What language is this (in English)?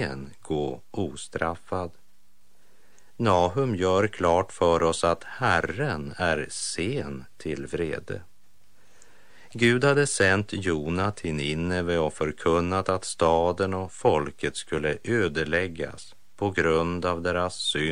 Swedish